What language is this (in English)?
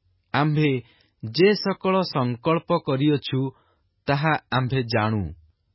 Odia